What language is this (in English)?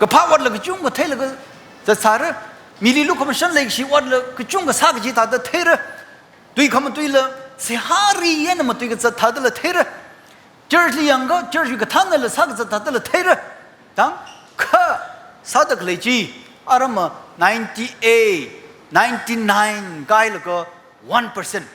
Tangkhul Naga (India)